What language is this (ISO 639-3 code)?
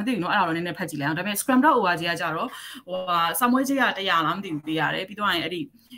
mya